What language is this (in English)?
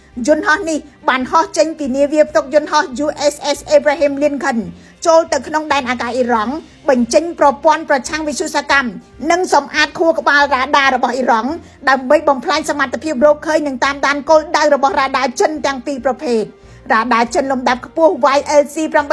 Khmer